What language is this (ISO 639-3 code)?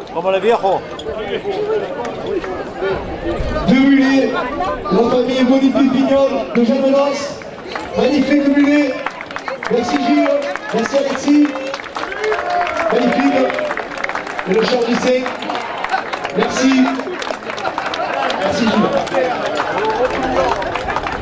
fra